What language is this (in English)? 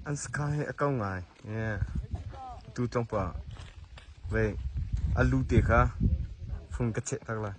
Hakha Chin